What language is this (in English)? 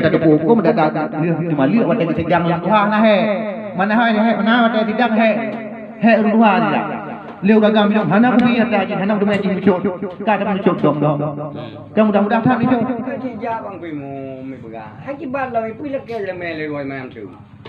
Achinese